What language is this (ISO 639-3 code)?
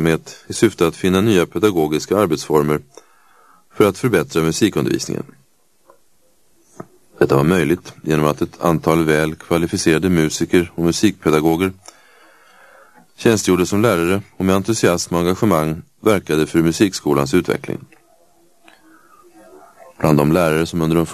swe